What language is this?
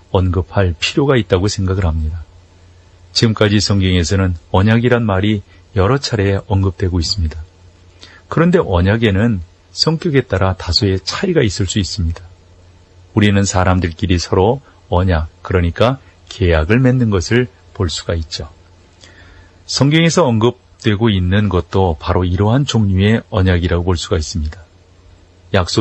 Korean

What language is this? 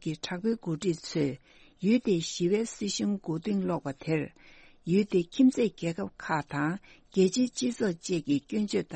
Tibetan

